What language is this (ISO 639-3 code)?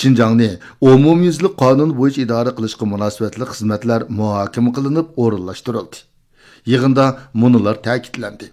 uig